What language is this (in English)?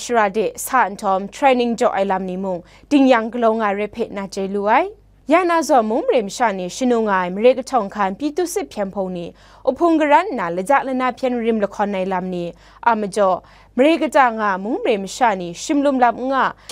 Kachin